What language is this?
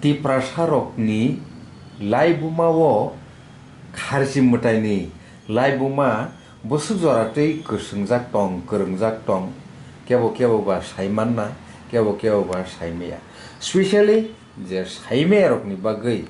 Kok Borok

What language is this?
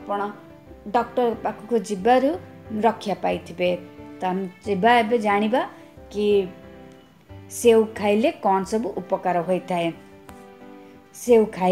Odia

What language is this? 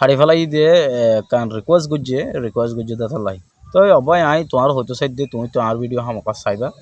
Rohingya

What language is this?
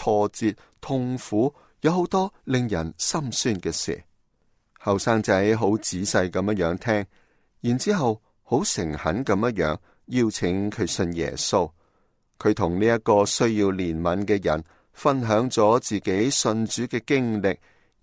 Cantonese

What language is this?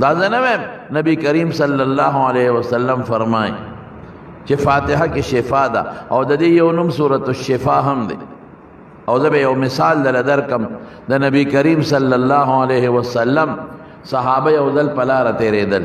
Pashto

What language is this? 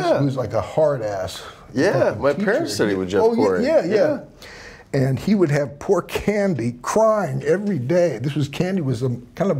English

